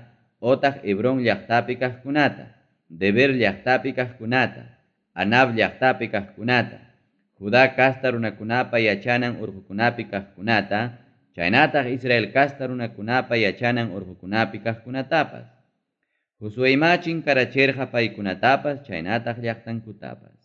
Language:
Ayacucho Quechua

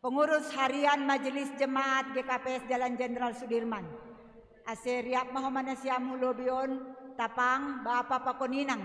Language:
Batak Simalungun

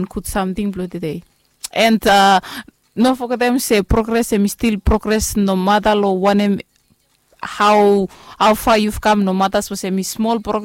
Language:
Bislama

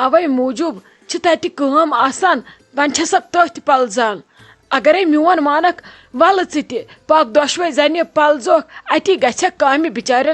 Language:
Kashmiri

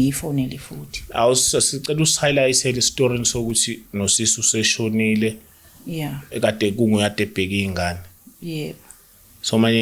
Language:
Zulu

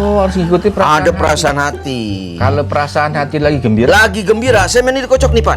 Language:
Betawi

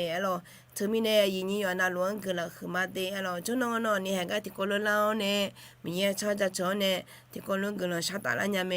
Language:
Akha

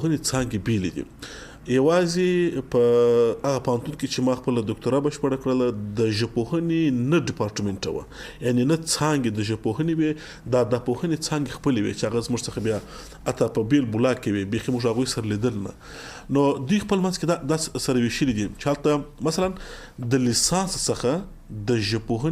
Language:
Pashto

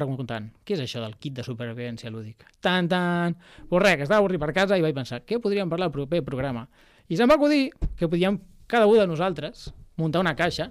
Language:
Catalan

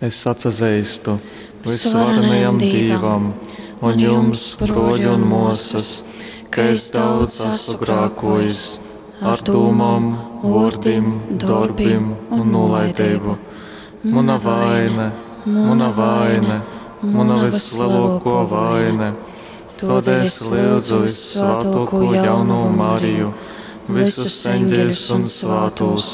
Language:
Latgalian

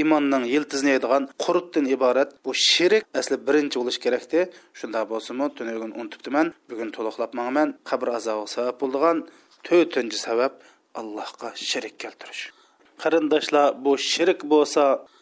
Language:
Uyghur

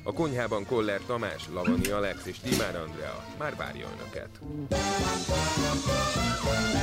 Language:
Hungarian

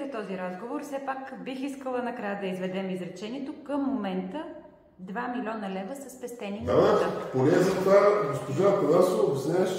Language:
Bulgarian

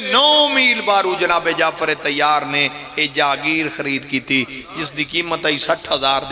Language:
Pahari-Potwari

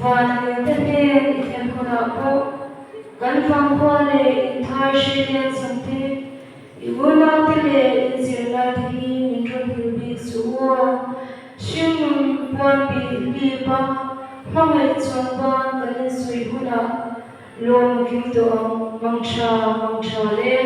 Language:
Mizo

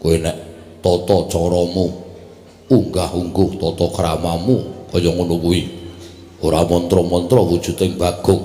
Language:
Javanese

